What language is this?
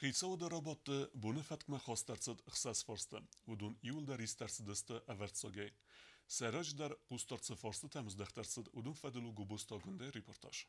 Ossetic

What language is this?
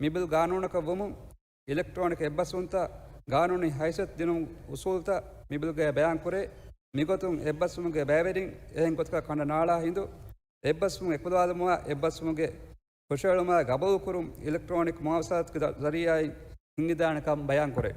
Divehi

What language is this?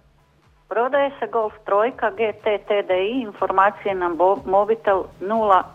Croatian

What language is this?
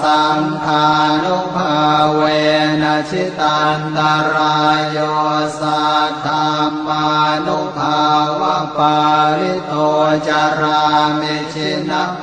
Pali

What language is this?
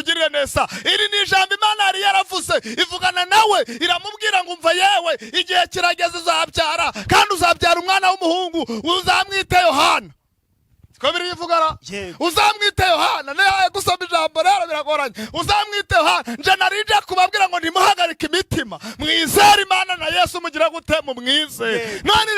Kinyarwanda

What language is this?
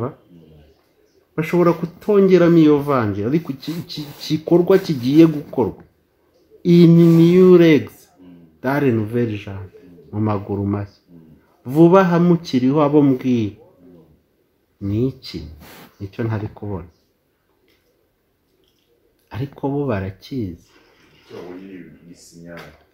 Kinyarwanda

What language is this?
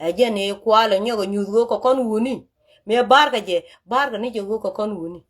Nuer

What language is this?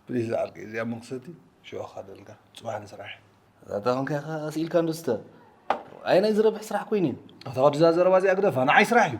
Tigrinya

